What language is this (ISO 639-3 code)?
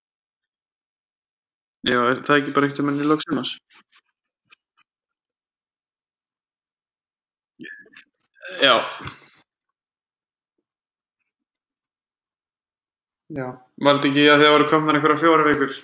isl